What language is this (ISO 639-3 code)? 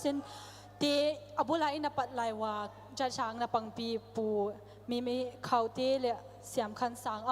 pck